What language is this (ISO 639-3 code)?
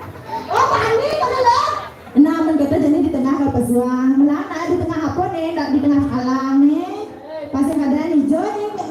ban